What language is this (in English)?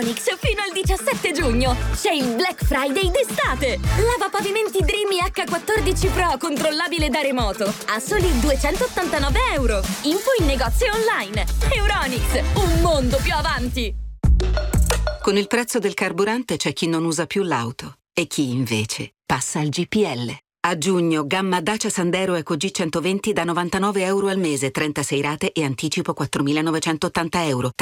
Italian